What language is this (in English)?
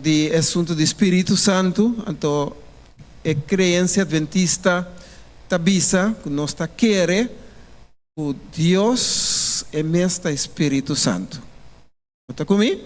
Papiamento